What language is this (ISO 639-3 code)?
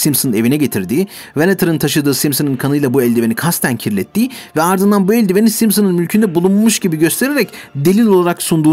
tur